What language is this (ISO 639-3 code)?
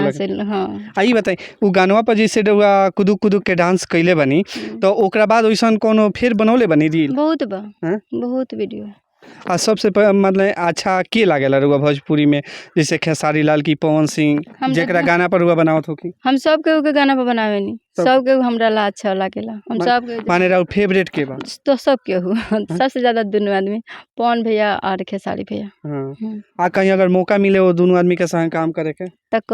bho